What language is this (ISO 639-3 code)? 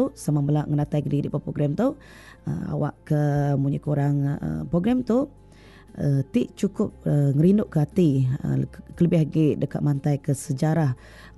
iba